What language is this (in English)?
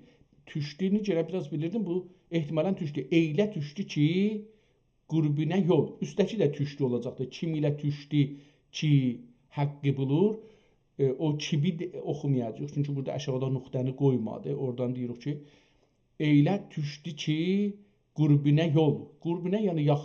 South Azerbaijani